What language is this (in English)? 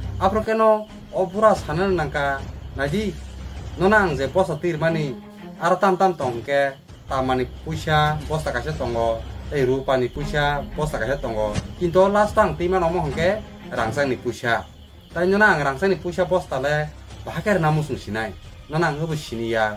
Kok Borok